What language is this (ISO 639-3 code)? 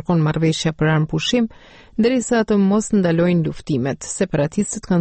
sqi